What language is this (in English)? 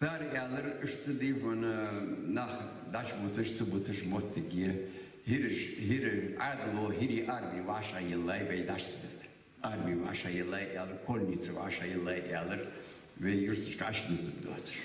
Ingush